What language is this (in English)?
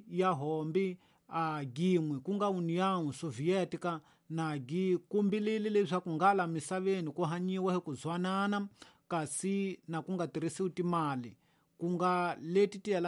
Tsonga